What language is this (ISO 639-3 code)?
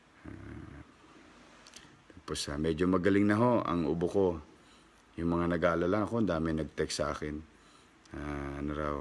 fil